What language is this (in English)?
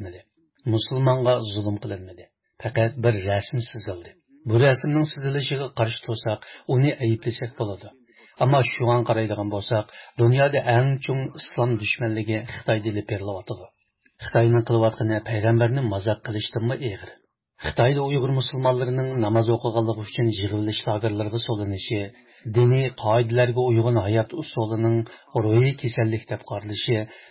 Uyghur